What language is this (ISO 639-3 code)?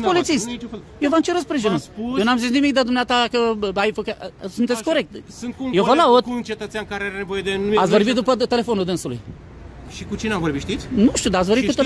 ron